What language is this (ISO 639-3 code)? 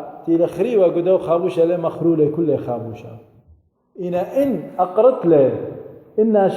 aii